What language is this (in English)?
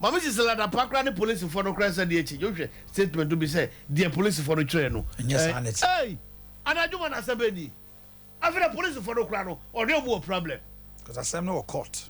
Akan